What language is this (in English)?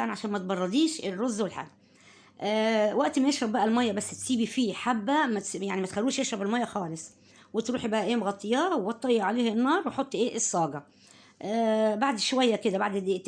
Egyptian Arabic